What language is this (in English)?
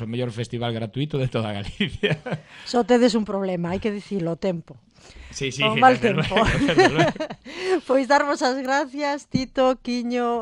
Galician